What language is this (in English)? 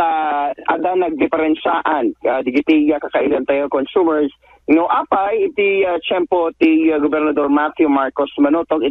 Iloko